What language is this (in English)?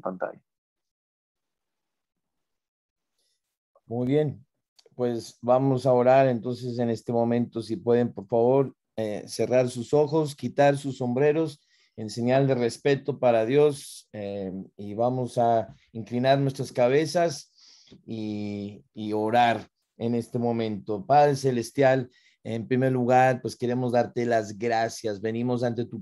Spanish